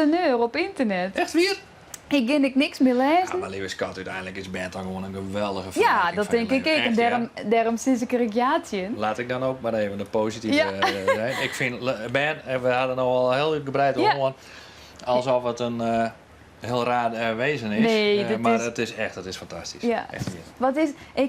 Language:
Western Frisian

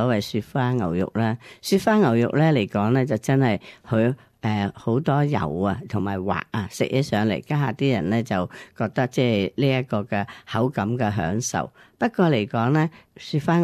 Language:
Cantonese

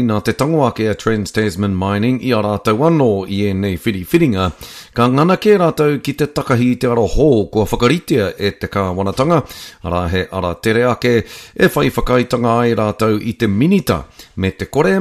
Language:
Māori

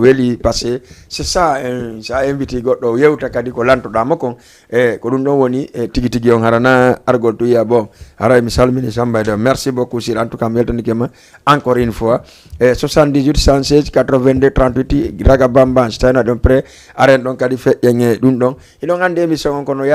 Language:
Fula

